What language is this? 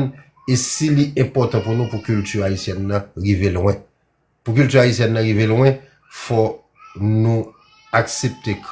Haitian Creole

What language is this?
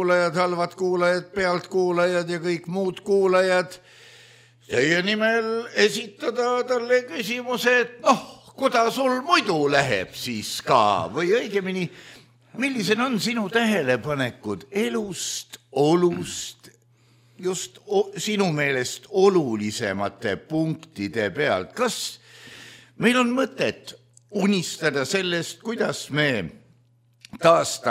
Estonian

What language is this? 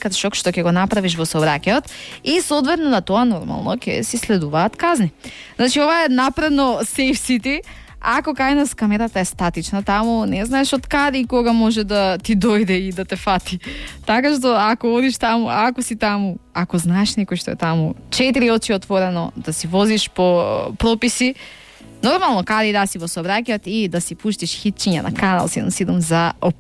Macedonian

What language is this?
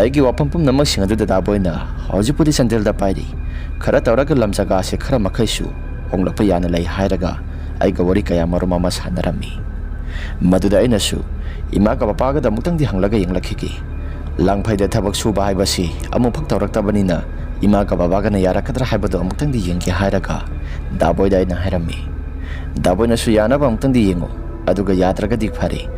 Manipuri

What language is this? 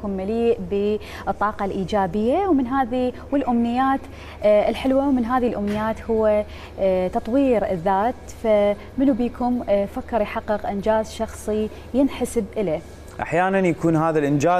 Mesopotamian Arabic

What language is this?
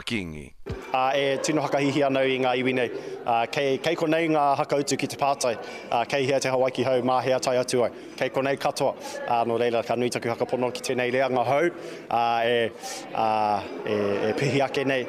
Māori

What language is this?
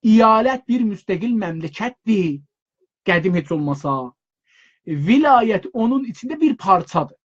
South Azerbaijani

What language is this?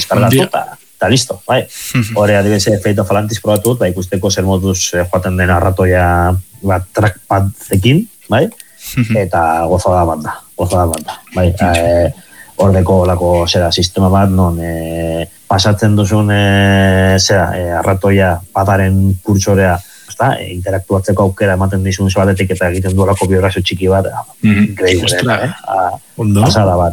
Basque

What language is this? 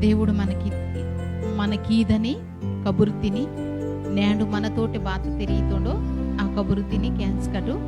Koya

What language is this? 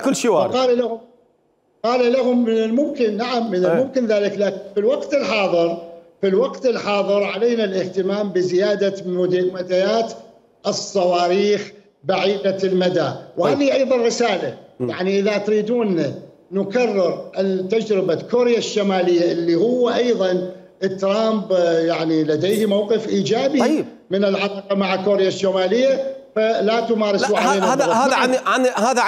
Mesopotamian Arabic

